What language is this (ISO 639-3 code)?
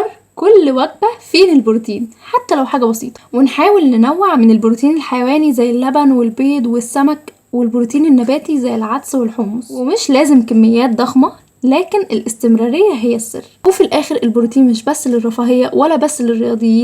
arz